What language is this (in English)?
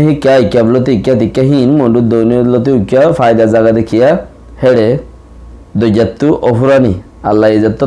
Rohingya